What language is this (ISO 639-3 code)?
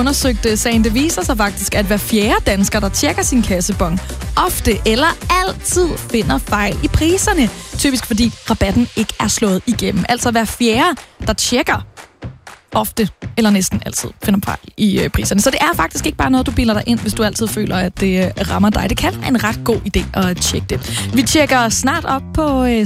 dan